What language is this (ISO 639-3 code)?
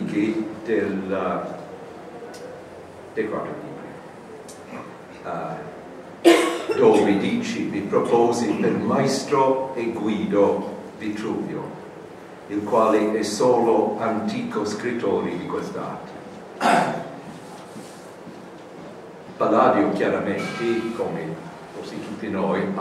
ita